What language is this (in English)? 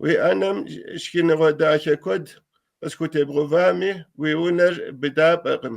Kabardian